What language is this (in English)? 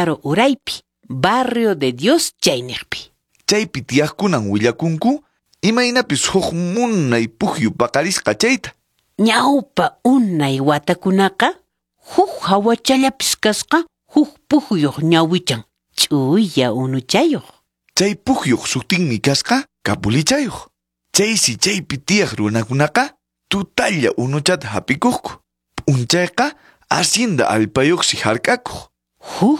Quechua